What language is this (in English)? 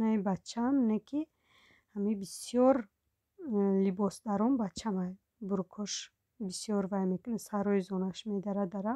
Tajik